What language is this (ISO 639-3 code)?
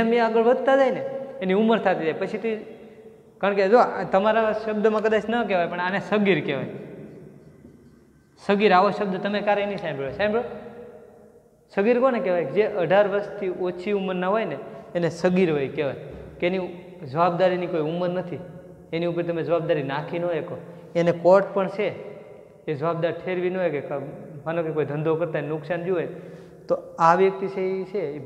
guj